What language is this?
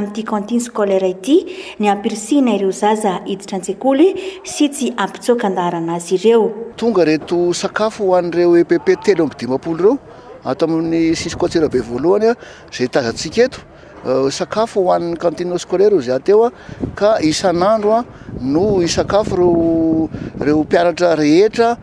Malagasy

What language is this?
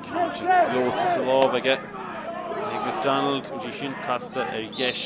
Irish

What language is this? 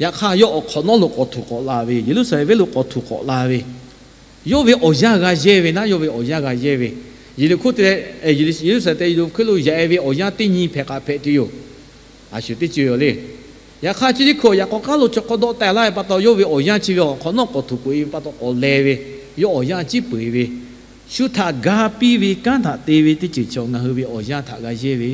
Lahu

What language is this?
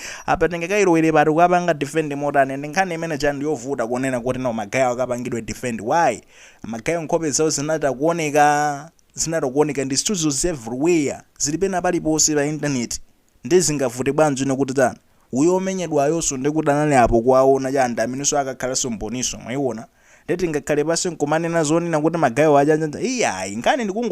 Nyanja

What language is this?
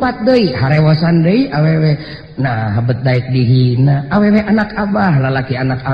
Sundanese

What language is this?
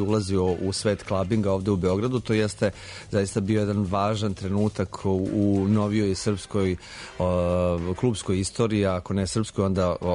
Serbian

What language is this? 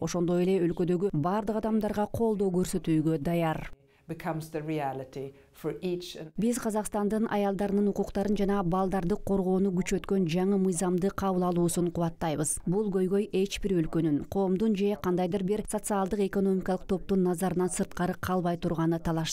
Kyrgyz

